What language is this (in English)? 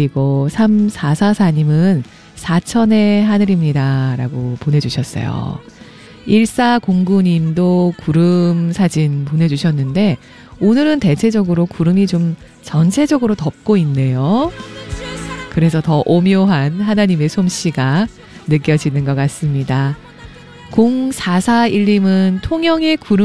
Korean